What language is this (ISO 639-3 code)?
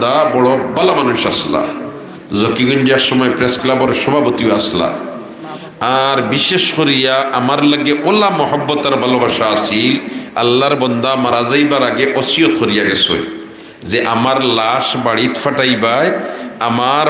syl